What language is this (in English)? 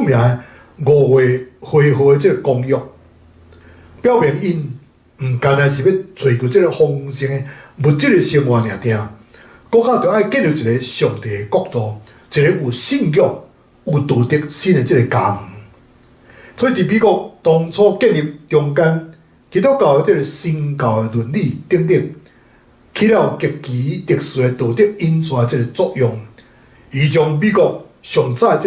Min Nan Chinese